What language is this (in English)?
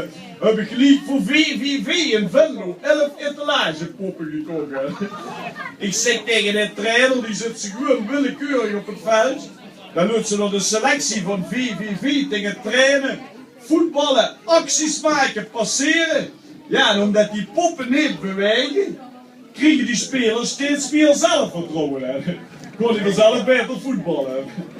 Limburgish